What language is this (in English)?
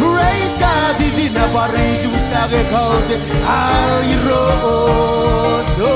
Marshallese